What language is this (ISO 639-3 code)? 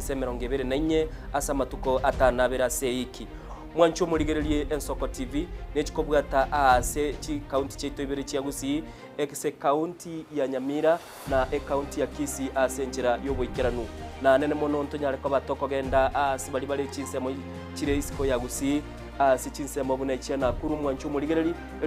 guz